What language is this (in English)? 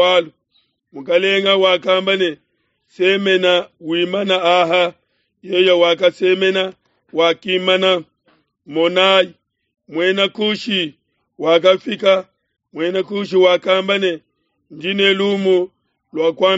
Luba-Lulua